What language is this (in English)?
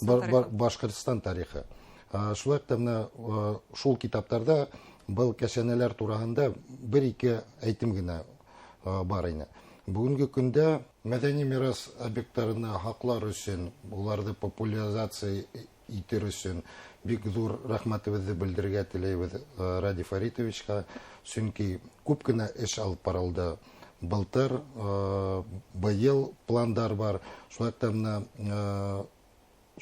Bashkir